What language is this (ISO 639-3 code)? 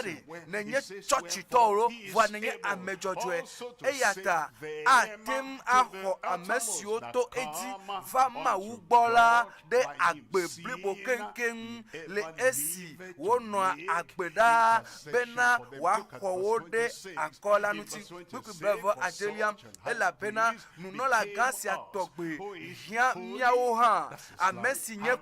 ewe